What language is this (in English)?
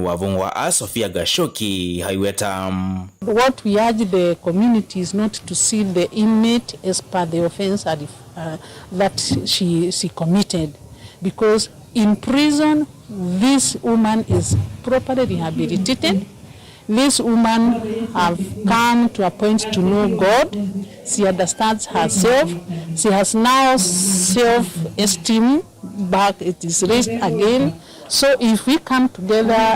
Kamba